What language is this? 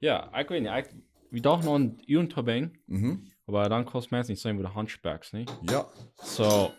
Plautdietsch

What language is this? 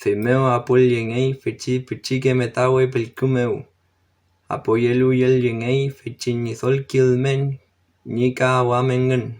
Mapuche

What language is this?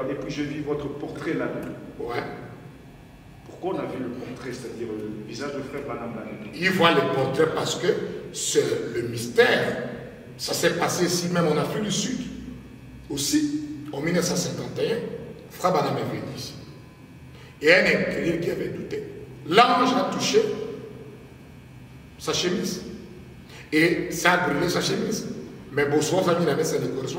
French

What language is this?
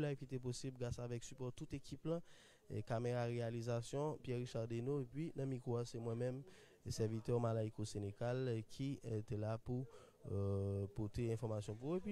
Haitian Creole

